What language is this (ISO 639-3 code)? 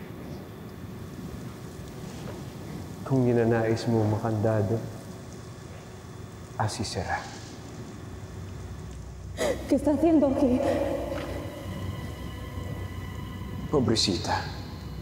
fil